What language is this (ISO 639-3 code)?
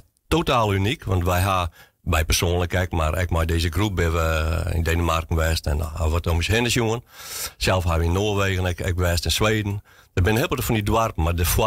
fry